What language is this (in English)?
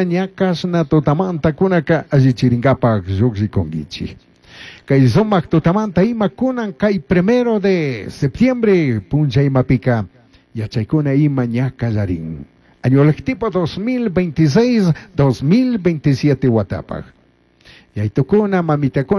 Chimborazo Highland Quichua